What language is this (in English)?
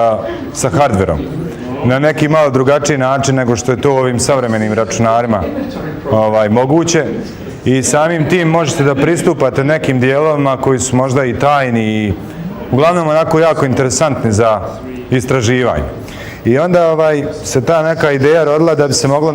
Bosnian